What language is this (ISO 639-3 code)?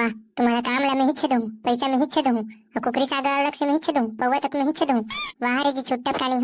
hne